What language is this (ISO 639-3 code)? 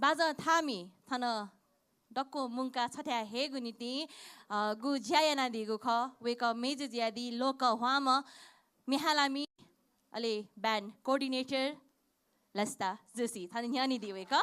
new